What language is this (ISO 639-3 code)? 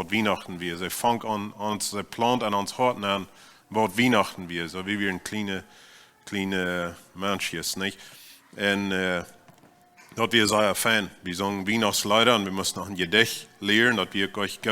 pdt